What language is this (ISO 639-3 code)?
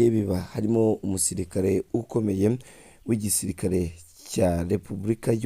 kin